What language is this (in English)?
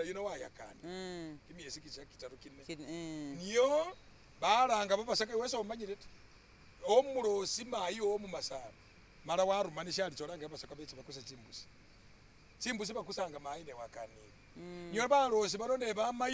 Masaaba